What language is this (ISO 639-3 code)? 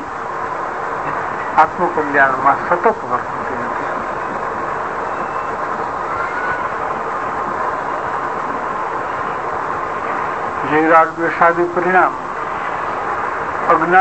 guj